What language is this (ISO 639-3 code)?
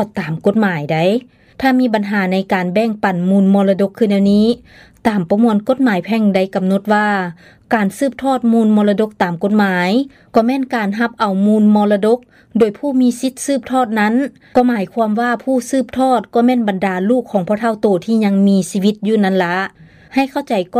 lao